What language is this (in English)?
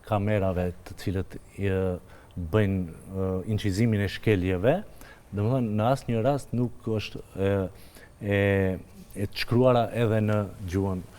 Albanian